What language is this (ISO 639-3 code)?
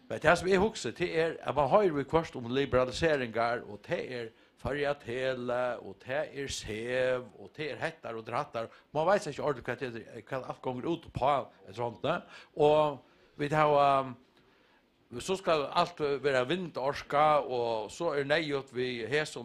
fao